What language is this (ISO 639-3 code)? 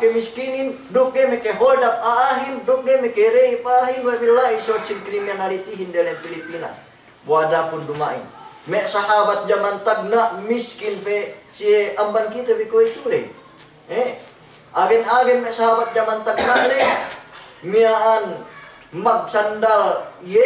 yka